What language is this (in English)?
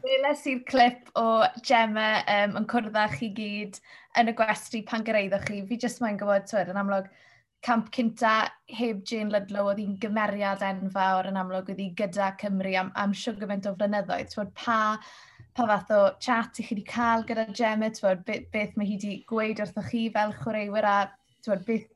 Welsh